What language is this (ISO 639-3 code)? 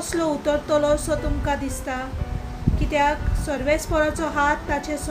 kok